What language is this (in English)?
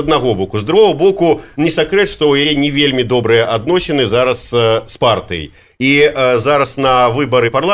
Belarusian